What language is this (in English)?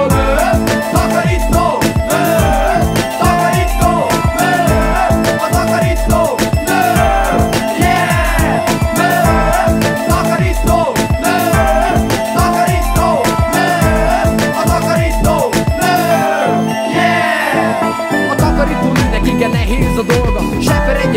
Hungarian